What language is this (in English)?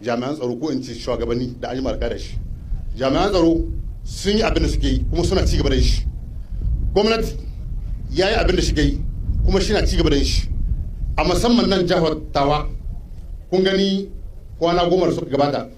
Hausa